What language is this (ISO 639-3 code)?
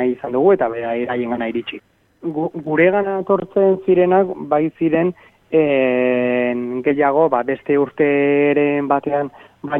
eus